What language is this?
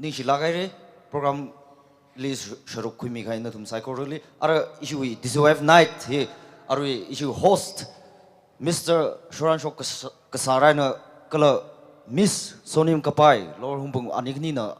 Tangkhul Naga (India)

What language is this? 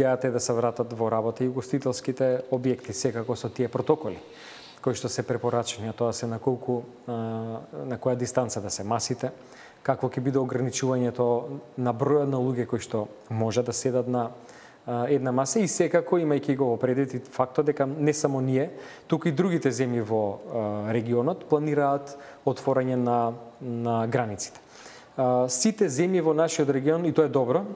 Macedonian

